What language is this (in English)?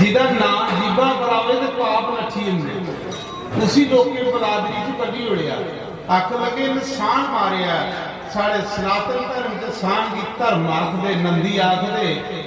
Dogri